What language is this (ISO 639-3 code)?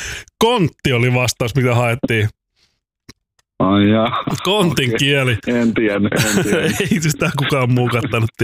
fin